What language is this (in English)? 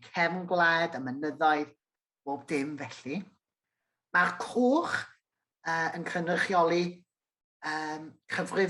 Welsh